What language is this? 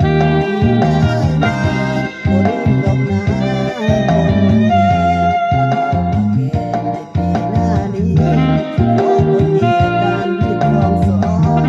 Lao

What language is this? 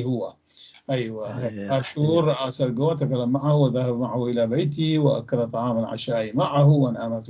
North Levantine Arabic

